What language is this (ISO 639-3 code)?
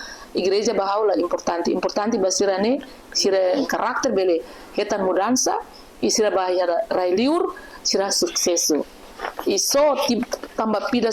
tet